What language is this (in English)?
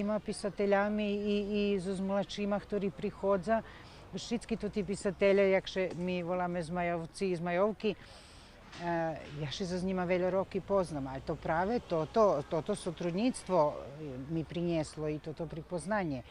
Rusyn